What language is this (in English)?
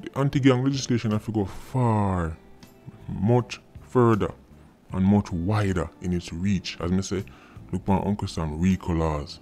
Jamaican Creole English